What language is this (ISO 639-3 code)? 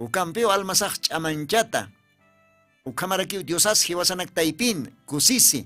aym